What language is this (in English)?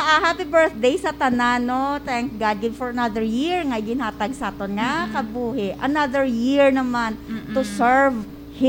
Hiligaynon